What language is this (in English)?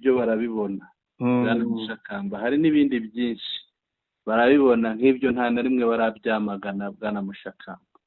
Kinyarwanda